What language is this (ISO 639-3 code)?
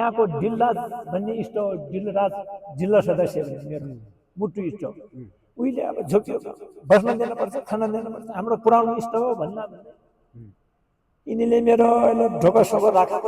nep